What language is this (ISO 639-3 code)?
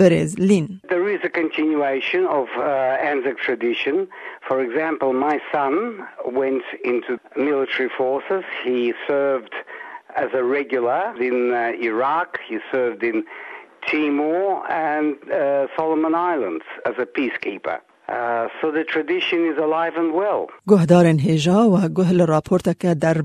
kur